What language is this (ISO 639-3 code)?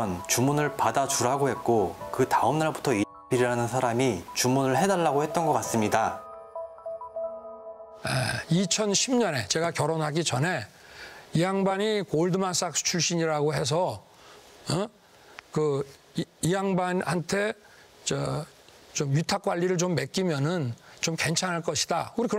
kor